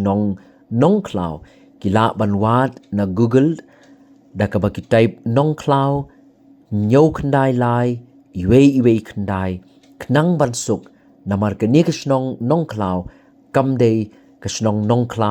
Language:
Khasi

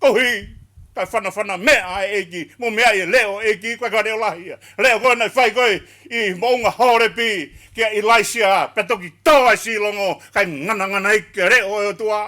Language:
Tongan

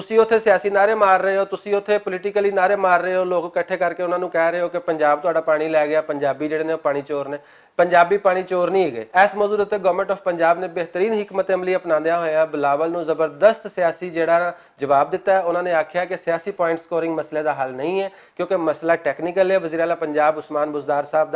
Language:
Western Panjabi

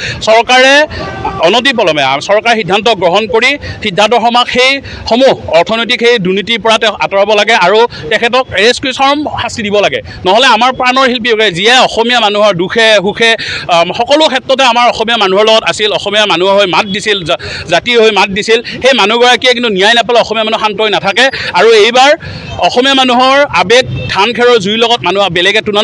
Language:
Assamese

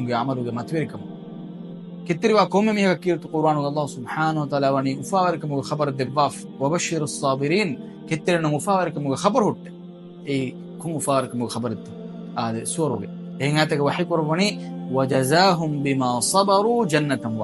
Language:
Divehi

